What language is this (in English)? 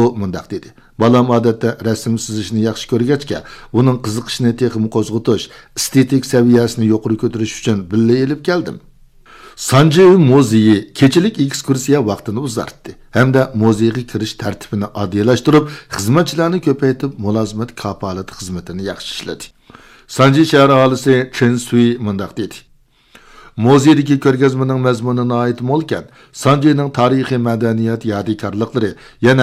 Uyghur